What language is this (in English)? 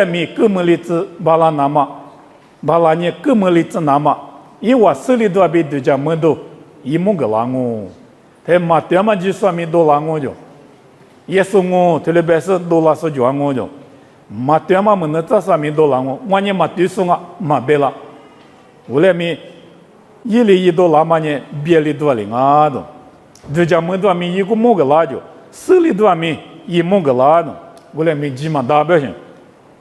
Lisu